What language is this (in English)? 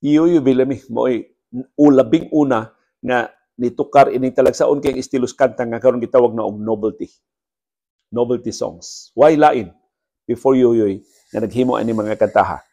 Cebuano